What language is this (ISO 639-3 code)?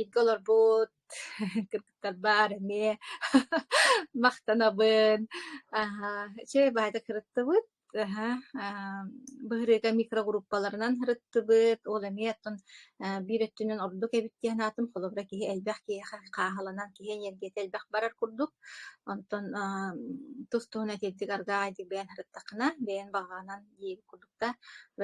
sah